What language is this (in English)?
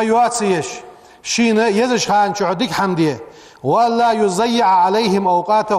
Ingush